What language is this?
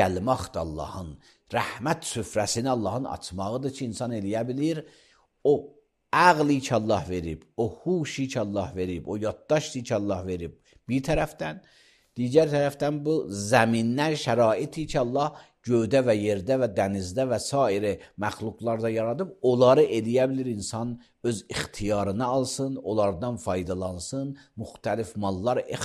Azerbaijani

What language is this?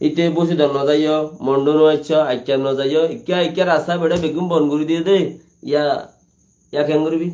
Rohingya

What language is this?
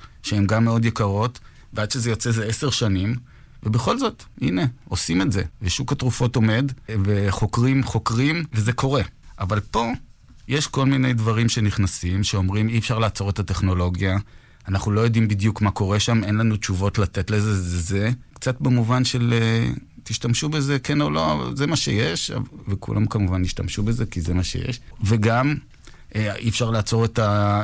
Hebrew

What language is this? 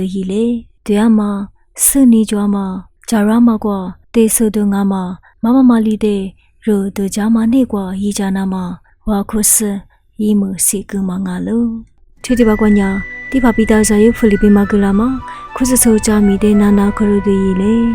Lisu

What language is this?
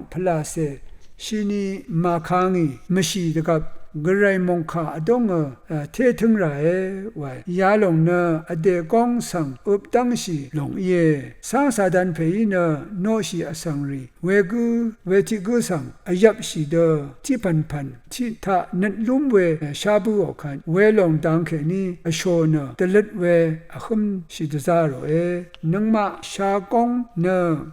Rawang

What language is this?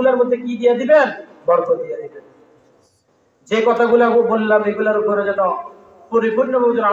Bangla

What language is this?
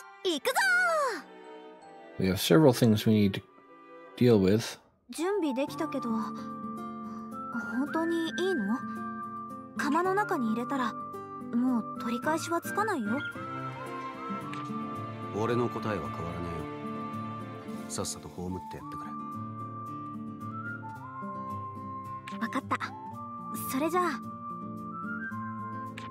Japanese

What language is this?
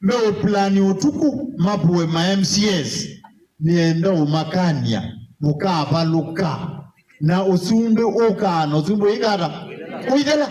Kamba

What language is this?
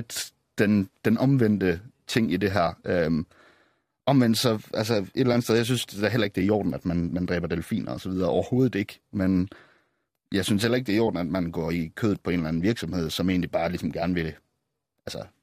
Danish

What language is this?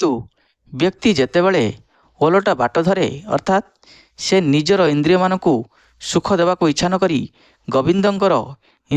Odia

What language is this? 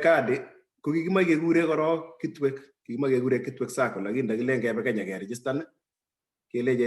Kalenjin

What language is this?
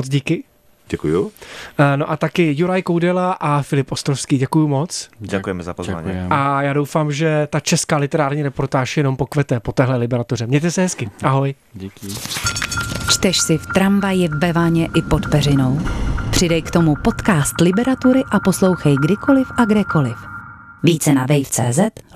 Czech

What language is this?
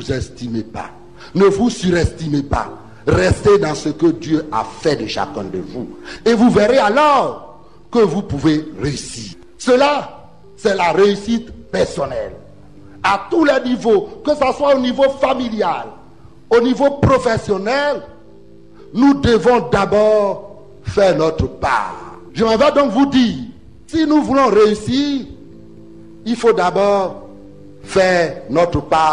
French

